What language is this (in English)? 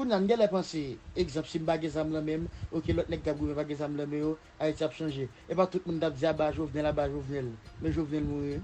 Haitian Creole